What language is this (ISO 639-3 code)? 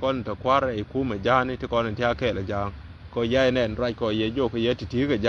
nus